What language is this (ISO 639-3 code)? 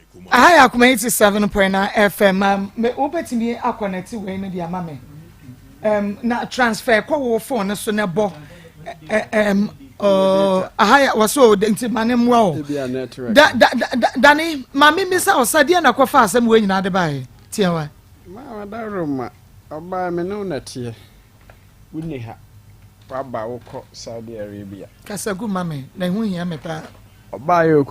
aka